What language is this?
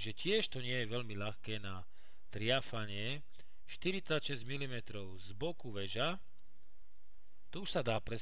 Slovak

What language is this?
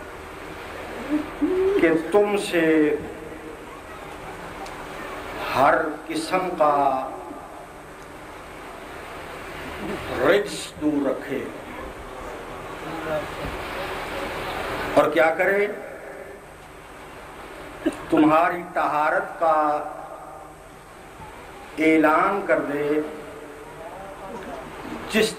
Urdu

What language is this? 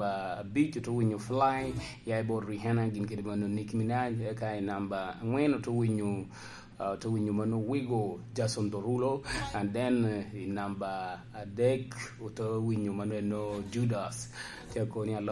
Lango (Uganda)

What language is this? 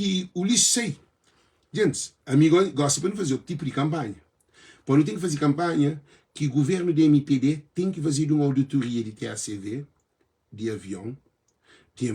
Kabuverdianu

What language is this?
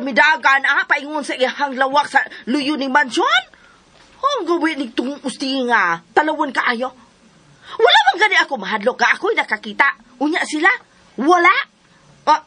Cebuano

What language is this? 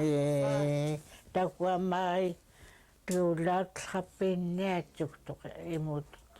Central Yupik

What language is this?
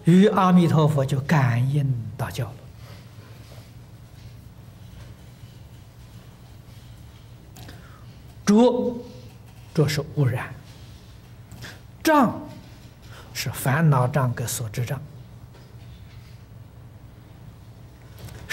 Chinese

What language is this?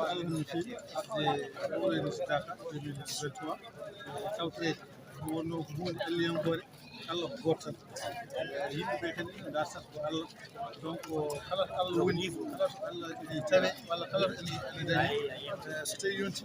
Fula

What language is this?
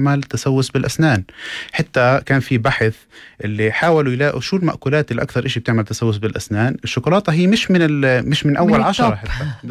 North Levantine Arabic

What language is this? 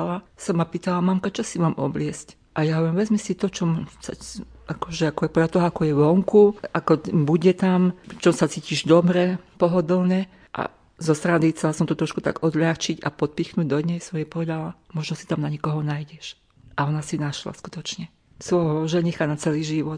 Slovak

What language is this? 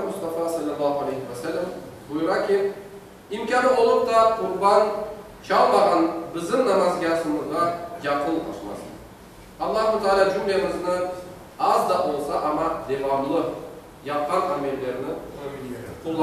Crimean Tatar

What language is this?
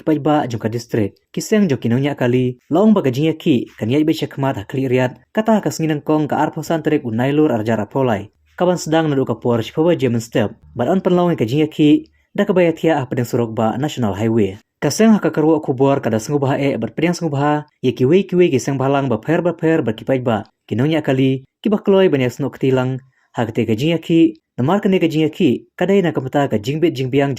Khasi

